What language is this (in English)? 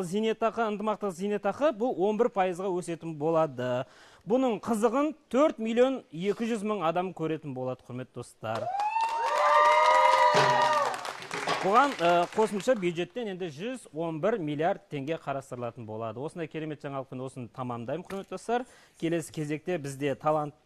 Kazakh